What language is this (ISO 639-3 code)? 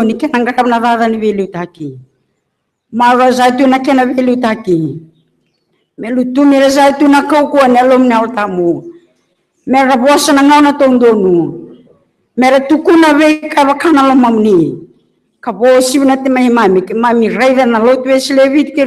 fij